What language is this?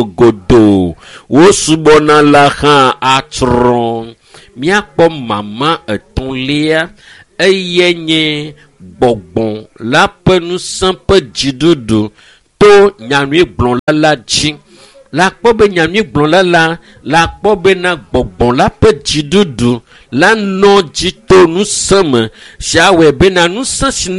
Ewe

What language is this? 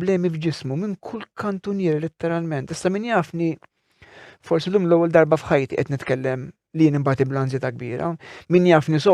Maltese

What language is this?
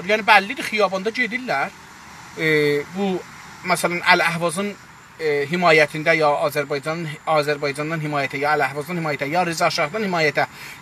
South Azerbaijani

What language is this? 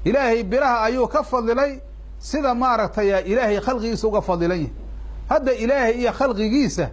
Somali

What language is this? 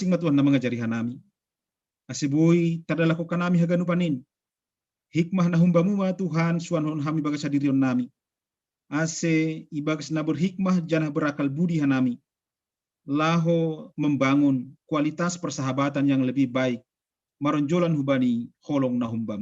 Batak Simalungun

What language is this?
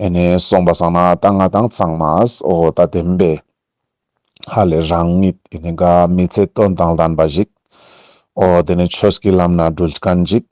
Ladakhi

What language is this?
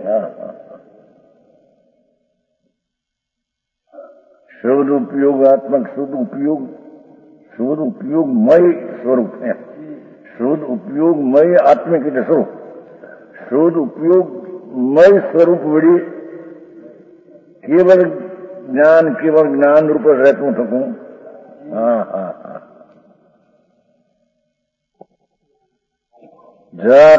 Gujarati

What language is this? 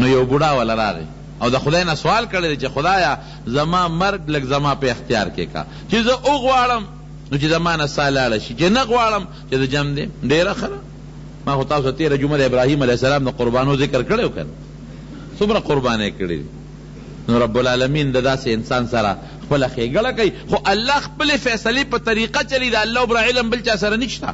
Pashto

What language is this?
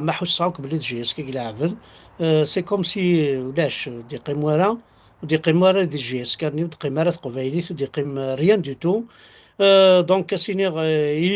Kabyle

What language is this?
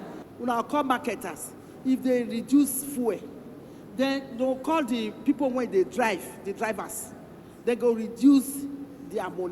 Nigerian Pidgin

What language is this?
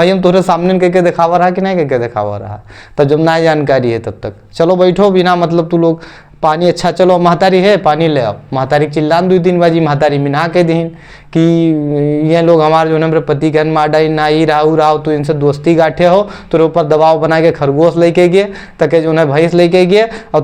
Awadhi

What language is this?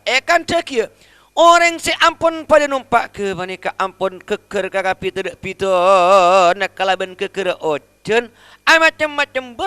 Madurese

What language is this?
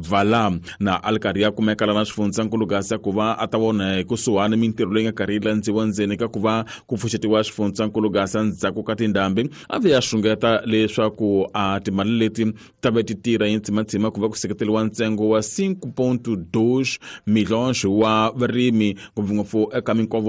Tsonga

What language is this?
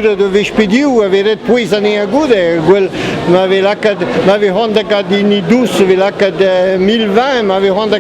Breton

